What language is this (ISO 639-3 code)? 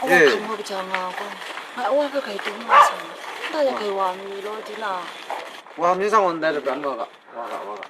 kac